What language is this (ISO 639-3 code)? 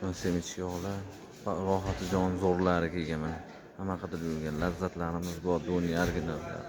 uzb